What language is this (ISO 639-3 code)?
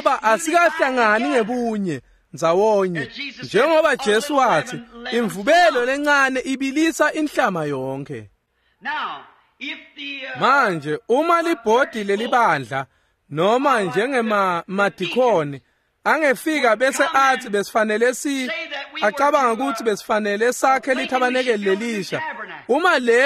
ssw